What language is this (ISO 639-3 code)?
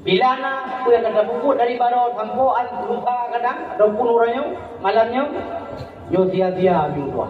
ace